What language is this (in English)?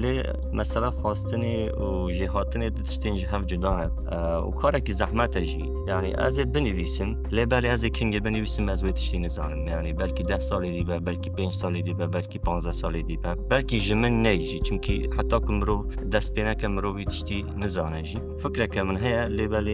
Kurdish